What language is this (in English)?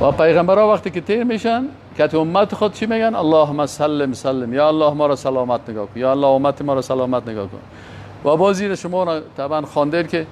Persian